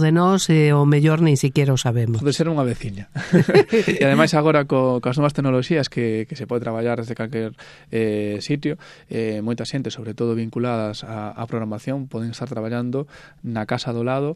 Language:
Galician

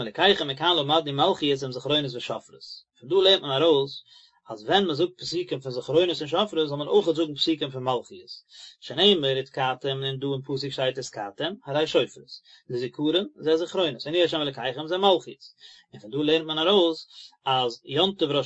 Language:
Yiddish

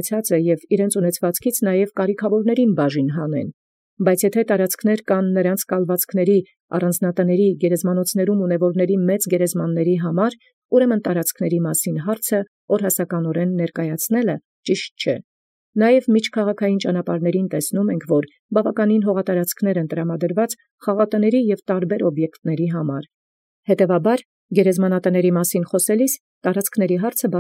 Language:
Armenian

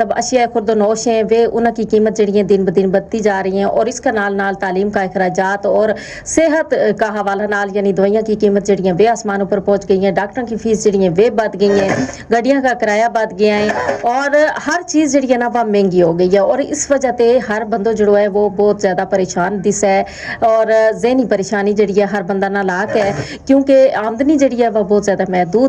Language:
Gujari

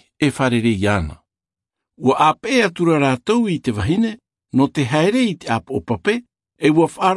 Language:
Tahitian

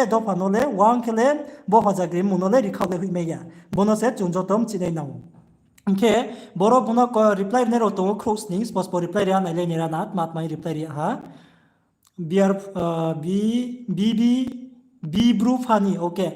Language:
Riang (India)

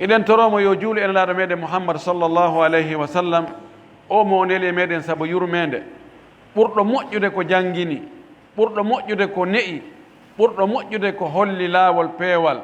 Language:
Fula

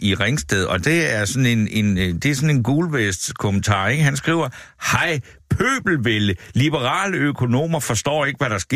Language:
Danish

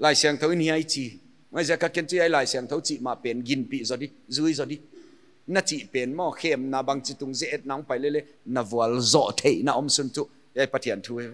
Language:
Paite Chin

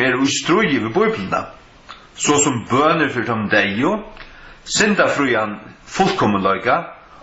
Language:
Faroese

